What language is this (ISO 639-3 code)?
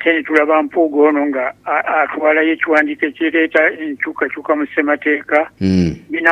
lug